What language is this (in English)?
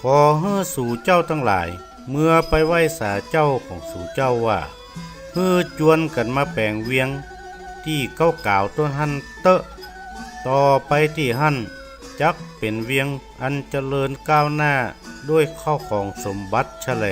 Northern Thai